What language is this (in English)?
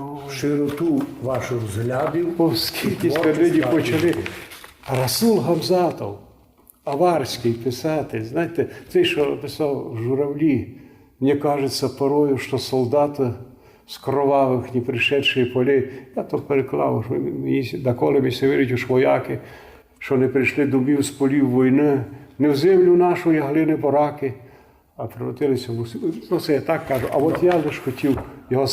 Rusyn